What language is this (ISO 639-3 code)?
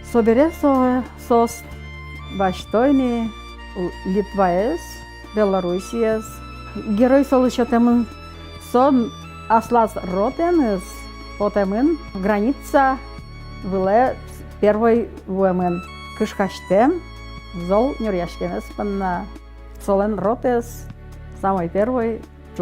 udm